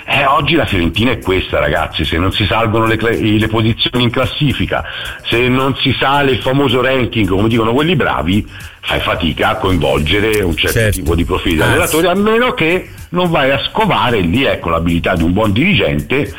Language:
Italian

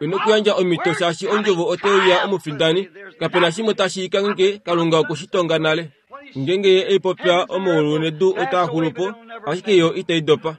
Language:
Kuanyama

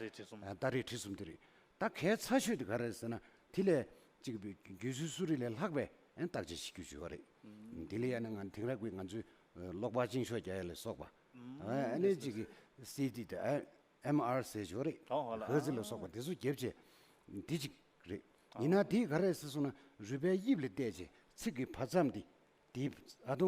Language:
Tibetan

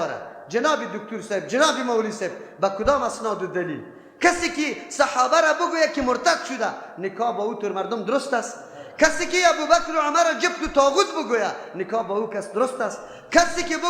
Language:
Persian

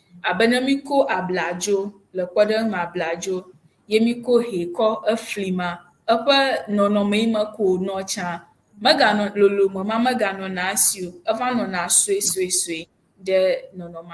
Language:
Ewe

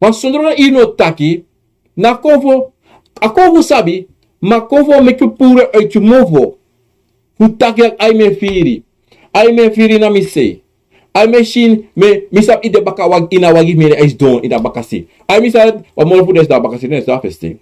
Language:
Sranan Tongo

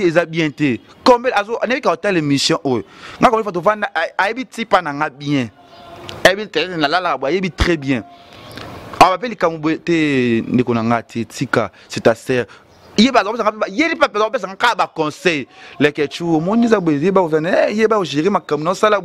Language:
Lingala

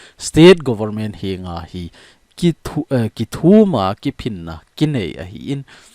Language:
Thado Chin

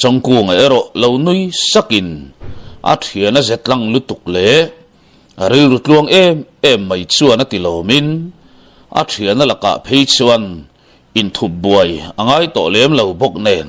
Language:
Mizo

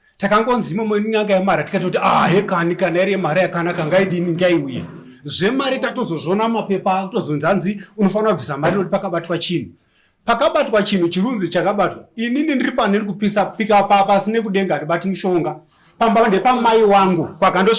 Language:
Shona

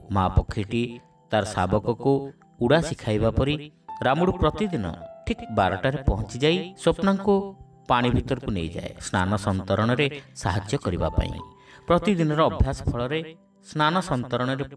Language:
Odia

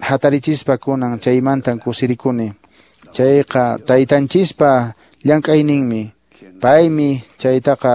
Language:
Quechua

